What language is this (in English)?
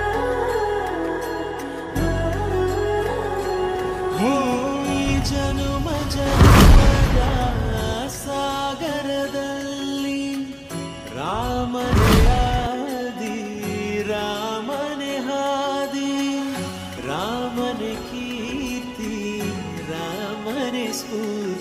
Kannada